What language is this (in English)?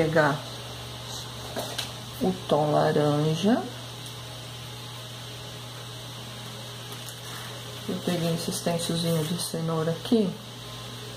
Portuguese